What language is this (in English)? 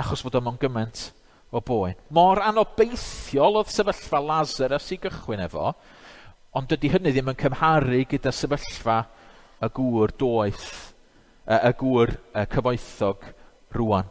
Welsh